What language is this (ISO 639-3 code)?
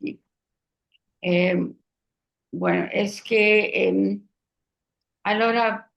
lad